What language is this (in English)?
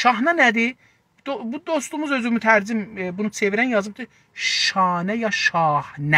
South Azerbaijani